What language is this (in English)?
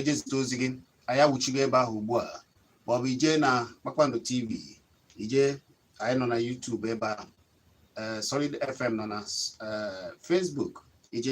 Igbo